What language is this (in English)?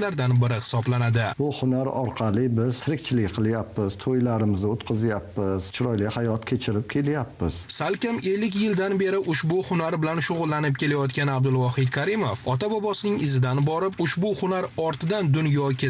Uzbek